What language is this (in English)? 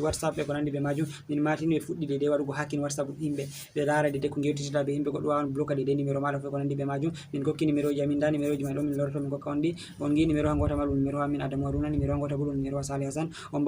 Fula